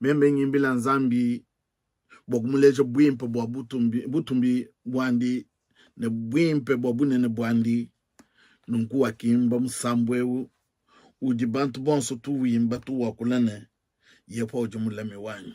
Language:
Luba-Lulua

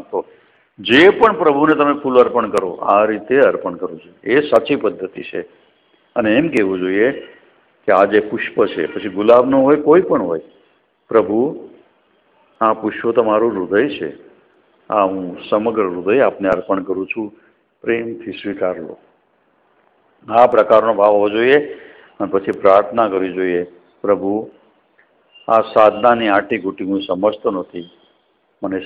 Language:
Gujarati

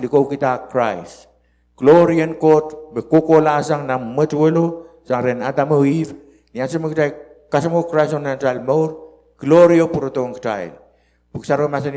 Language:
Pohnpeian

